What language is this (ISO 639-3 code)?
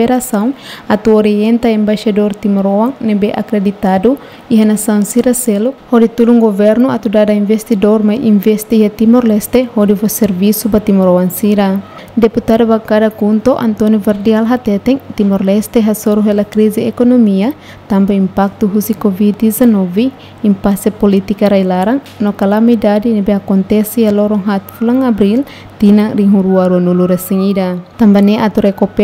tet